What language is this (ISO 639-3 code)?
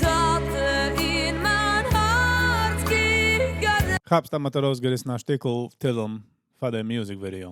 yid